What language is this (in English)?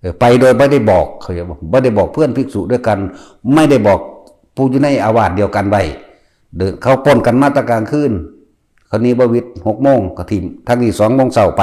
Lao